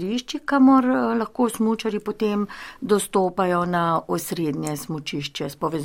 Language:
Slovenian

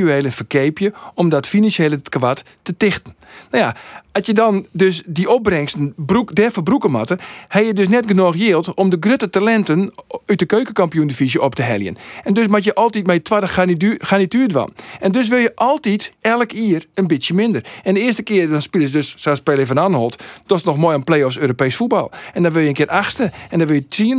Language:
Western Frisian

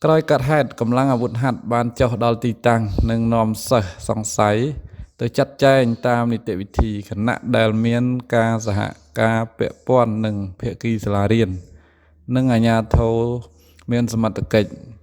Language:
Khmer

